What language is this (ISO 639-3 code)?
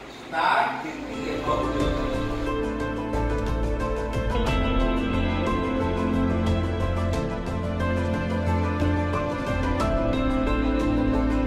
ori